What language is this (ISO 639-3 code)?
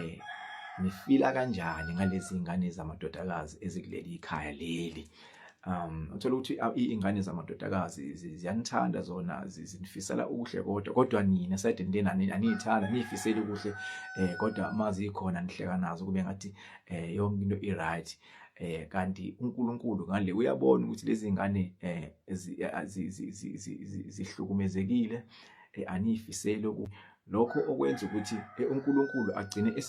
zul